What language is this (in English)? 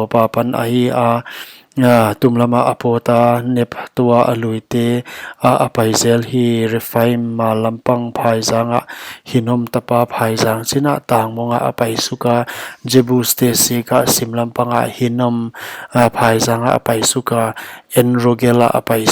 Paite Chin